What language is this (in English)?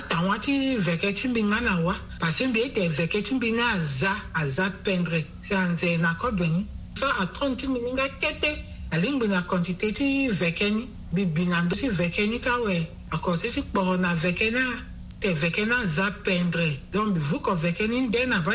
Sango